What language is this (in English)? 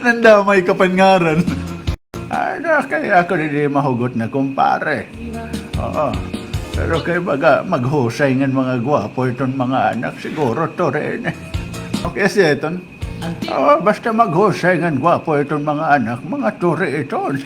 Waray